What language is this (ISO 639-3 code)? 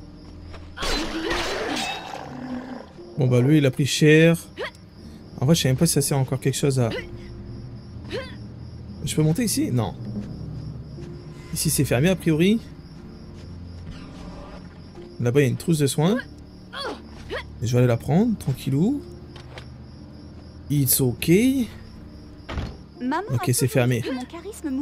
fra